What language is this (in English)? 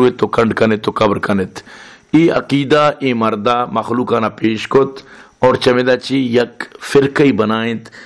Baluchi